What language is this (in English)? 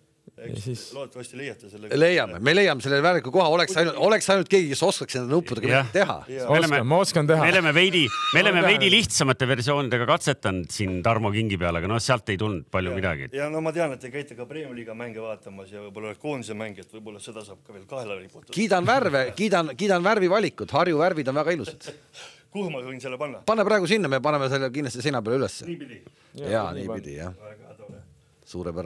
Estonian